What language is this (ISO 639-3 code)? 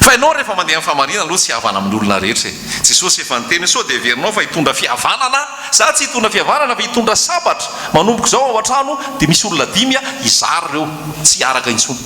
mlg